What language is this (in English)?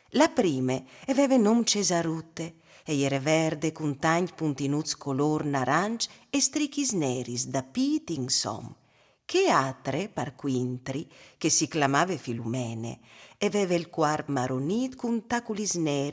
Friulian